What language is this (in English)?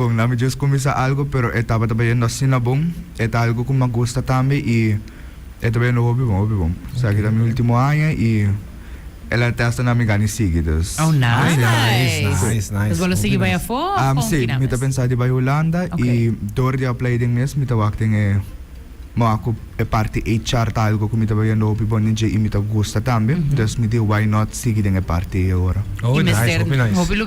Papiamento